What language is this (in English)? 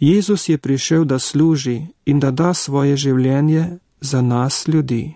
Slovenian